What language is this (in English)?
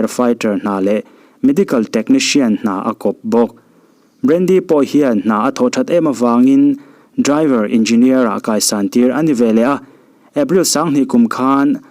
Mizo